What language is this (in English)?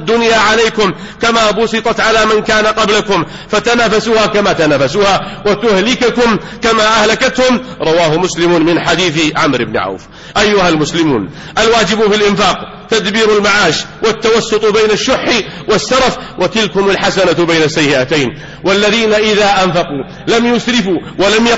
Arabic